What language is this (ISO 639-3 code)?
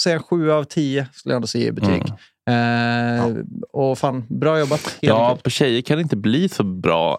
swe